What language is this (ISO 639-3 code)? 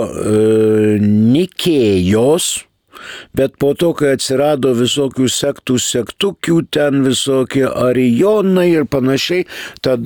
lit